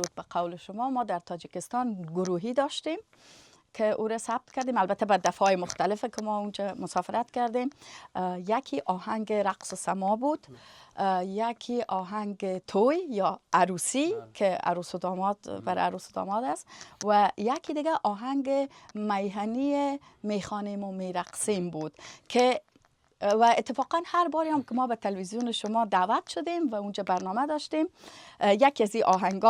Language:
Persian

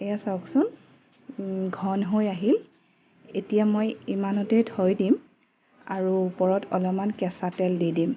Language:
Assamese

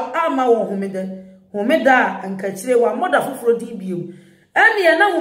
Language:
Akan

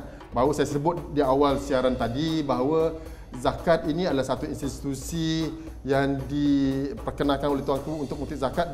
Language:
Malay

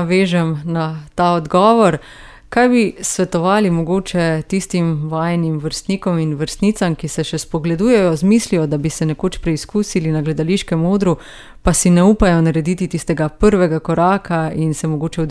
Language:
Slovenian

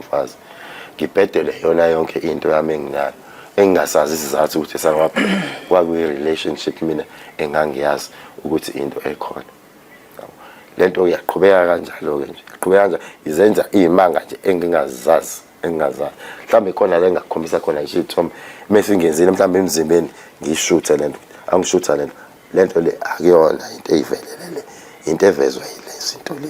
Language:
Zulu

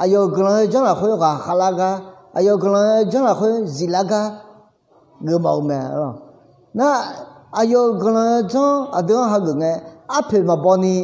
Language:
Akha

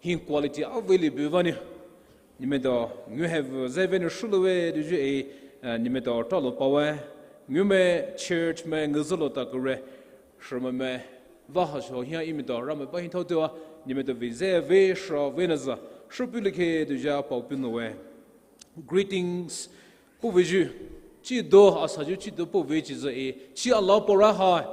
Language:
Poumei Naga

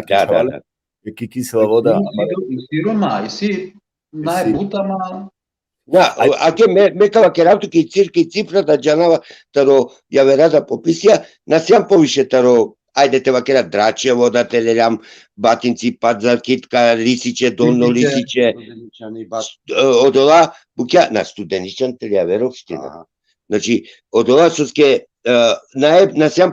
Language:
Balkan Romani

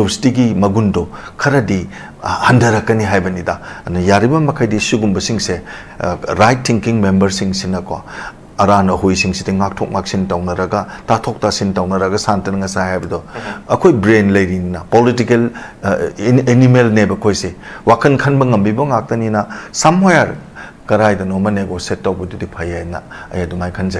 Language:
Manipuri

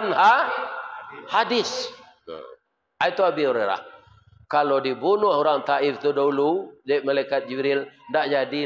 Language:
Minangkabau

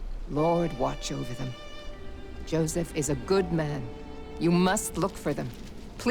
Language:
Bavarian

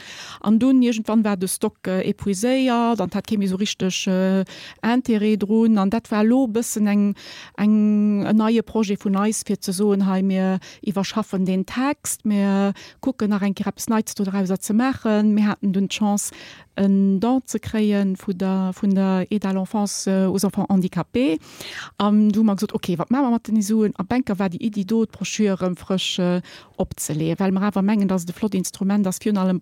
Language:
Luxembourgish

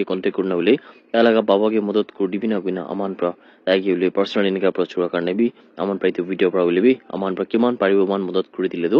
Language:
Naga Pidgin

